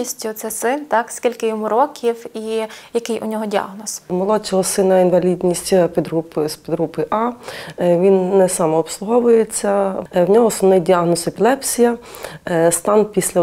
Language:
Ukrainian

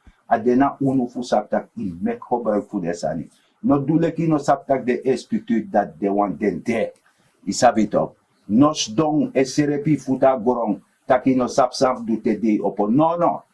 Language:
Sranan Tongo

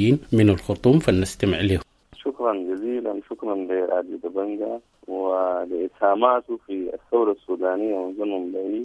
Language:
Sudanese Arabic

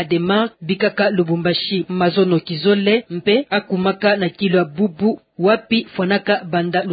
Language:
Kituba (Democratic Republic of Congo)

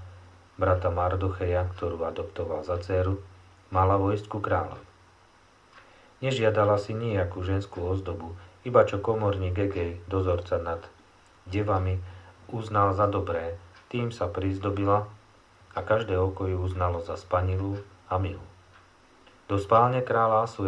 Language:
Slovak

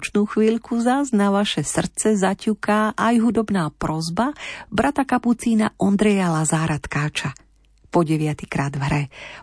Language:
Slovak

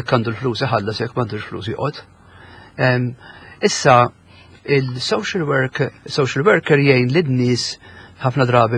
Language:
Maltese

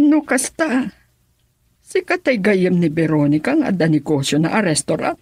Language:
Iloko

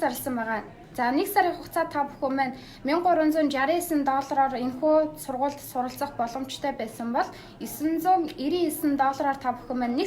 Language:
Mongolian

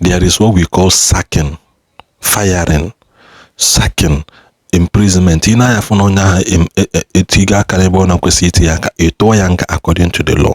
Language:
Igbo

